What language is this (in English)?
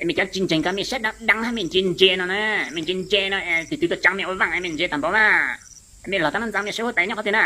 Hmong